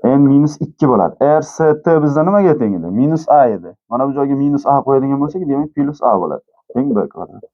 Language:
Uzbek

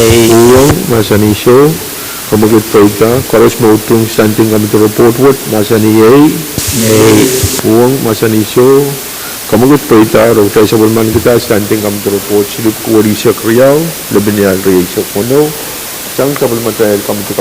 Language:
Pohnpeian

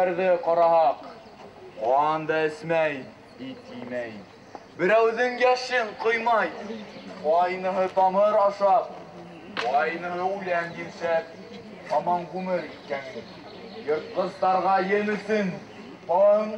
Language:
Bashkir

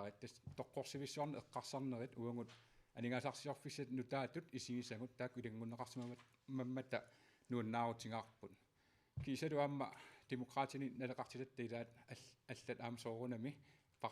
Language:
Kalaallisut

